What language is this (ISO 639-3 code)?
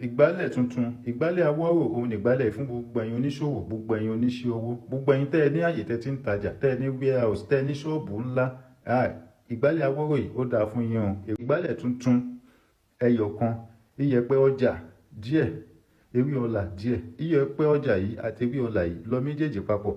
yor